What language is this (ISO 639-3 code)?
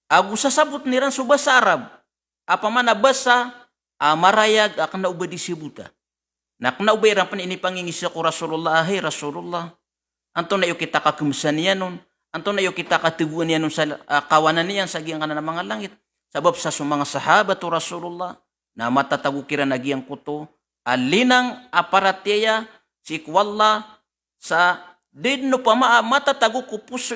mrw